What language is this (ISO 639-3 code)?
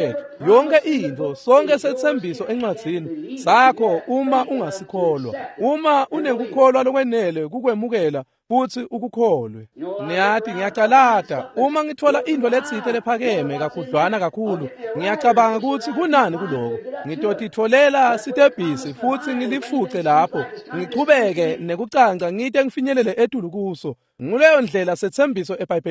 ssw